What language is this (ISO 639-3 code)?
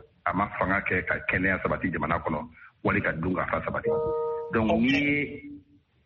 bam